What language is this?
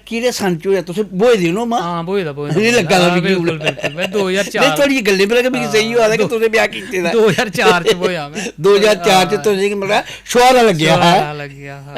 Dogri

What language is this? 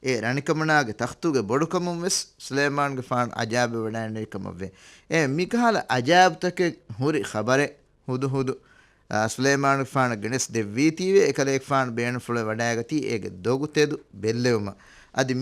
Divehi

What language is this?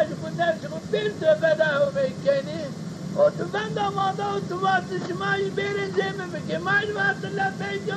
Zaza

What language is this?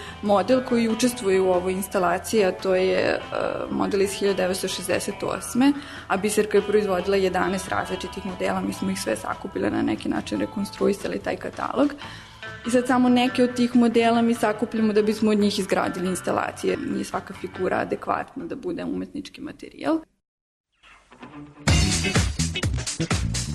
Serbian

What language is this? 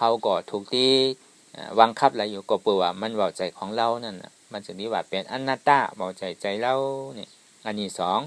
Shan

